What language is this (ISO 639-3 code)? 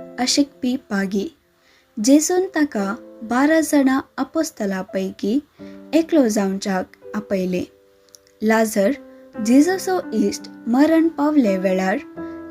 kok